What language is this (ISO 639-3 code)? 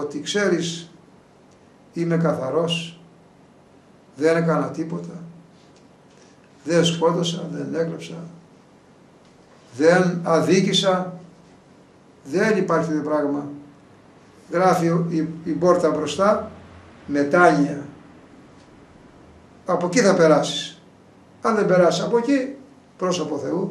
ell